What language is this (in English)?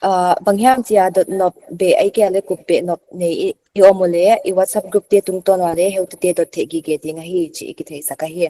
Paite Chin